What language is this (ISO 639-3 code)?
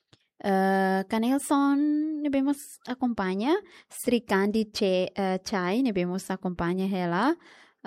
tet